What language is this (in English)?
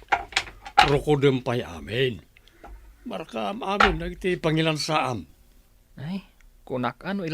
Iloko